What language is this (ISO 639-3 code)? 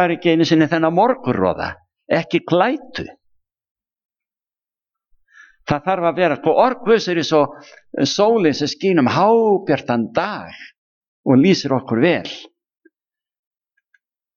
isl